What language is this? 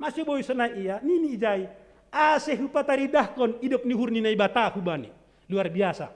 Batak Simalungun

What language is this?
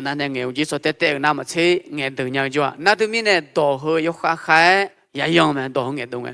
Akha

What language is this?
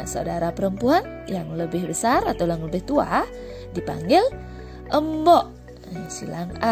Balinese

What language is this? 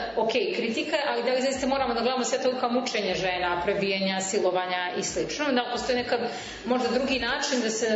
Serbian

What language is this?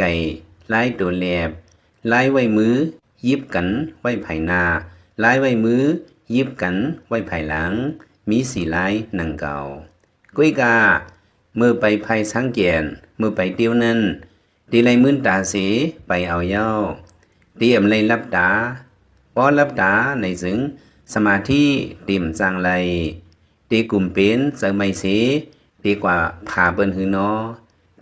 Lao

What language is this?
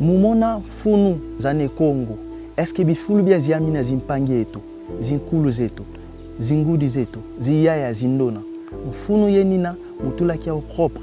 Kongo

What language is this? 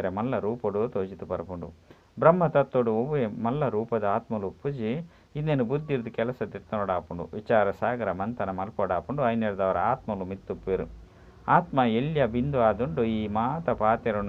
Tulu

